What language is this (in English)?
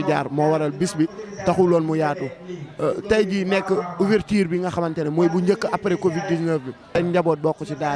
Wolof